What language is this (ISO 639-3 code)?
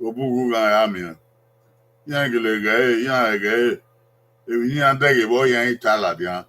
bin